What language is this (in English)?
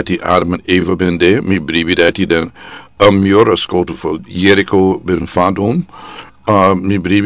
Sranan Tongo